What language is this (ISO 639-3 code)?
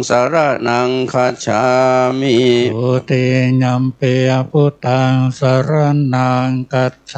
pli